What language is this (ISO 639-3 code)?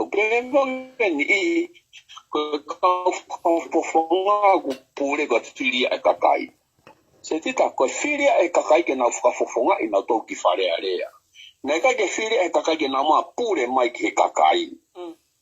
ton